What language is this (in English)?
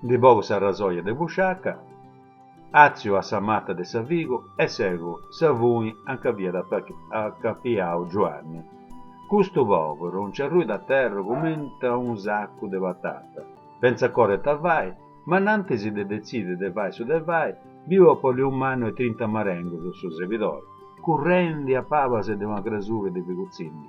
Sardinian